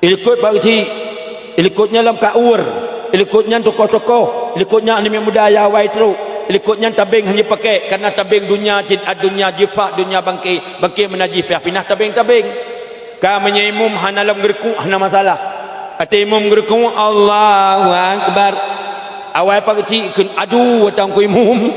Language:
Achinese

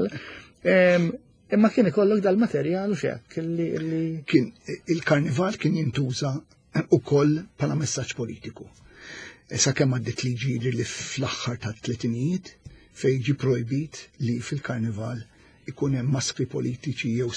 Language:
Maltese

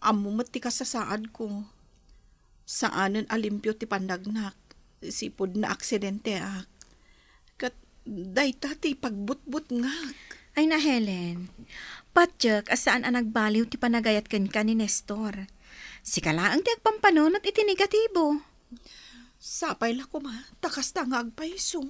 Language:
Iloko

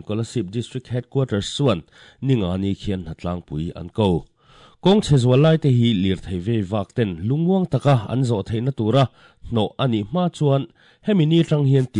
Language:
Mizo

